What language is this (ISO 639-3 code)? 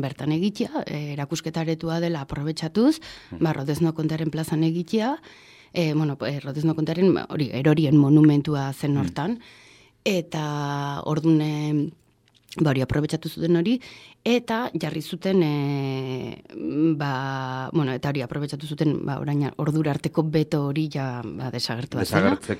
eus